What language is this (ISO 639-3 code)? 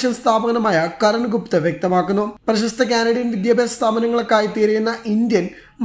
mal